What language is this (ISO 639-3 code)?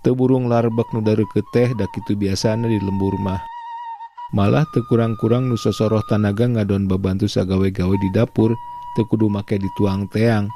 sun